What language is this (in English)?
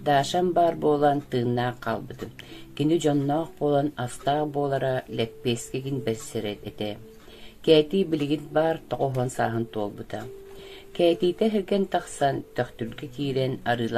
Yakut